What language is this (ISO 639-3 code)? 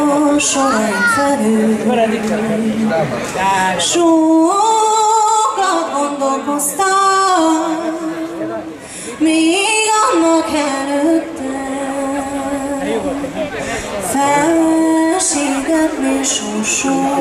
hun